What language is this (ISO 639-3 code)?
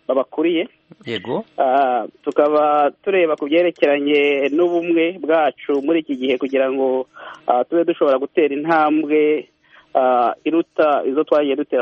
kin